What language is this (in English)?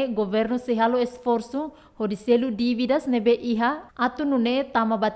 Tetum